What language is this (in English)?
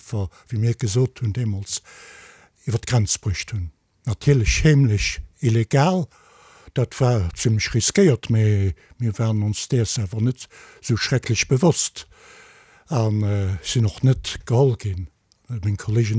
Luxembourgish